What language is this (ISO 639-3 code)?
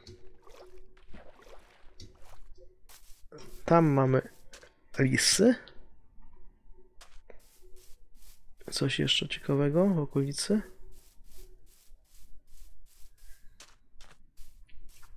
pol